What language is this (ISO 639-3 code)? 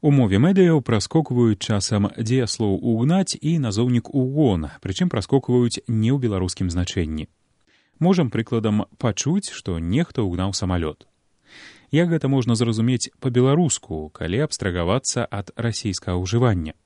bel